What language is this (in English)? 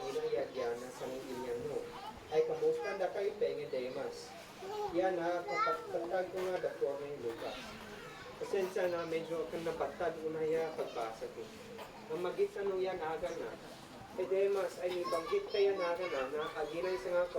Isnag